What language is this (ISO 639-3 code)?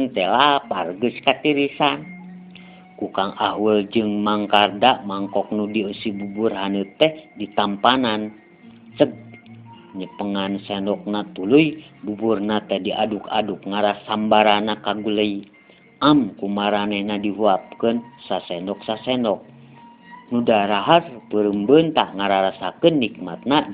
sun